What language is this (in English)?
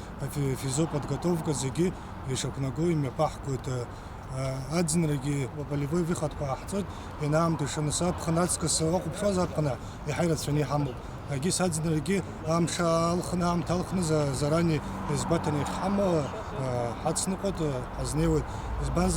Abkhazian